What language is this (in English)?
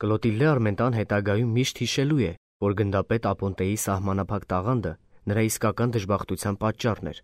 Armenian